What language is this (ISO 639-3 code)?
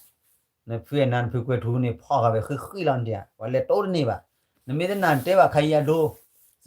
ksw